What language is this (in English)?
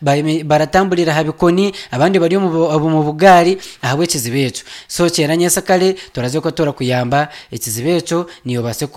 Nyankole